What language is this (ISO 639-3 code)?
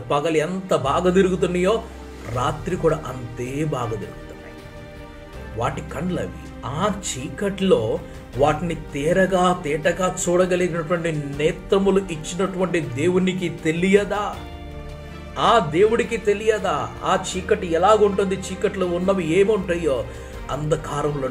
tel